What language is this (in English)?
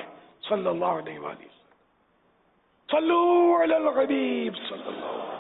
Urdu